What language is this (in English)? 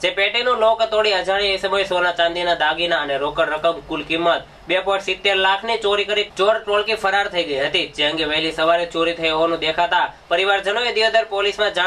Gujarati